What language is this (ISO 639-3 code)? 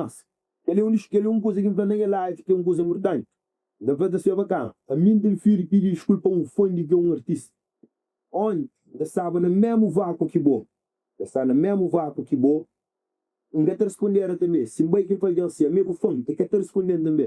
kea